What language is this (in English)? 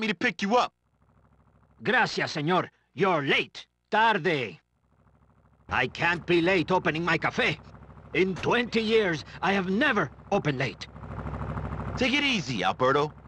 English